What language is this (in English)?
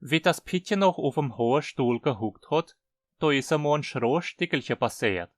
Hunsrik